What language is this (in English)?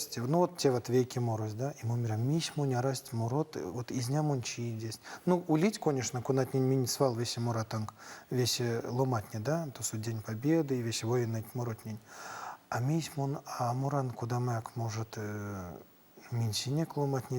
Erzya